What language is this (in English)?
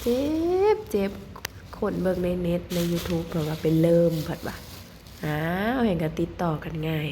Northeastern Thai